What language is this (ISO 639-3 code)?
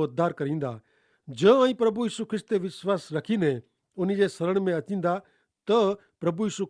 kfr